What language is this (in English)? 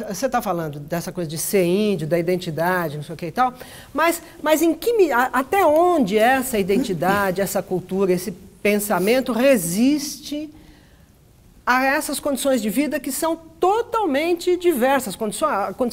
Portuguese